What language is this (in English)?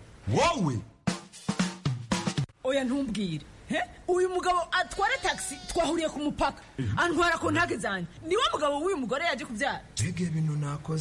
Kinyarwanda